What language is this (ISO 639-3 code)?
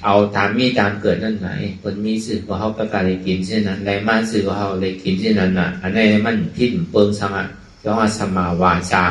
shn